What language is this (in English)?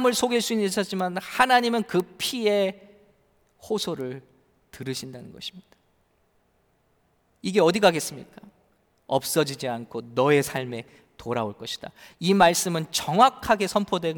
Korean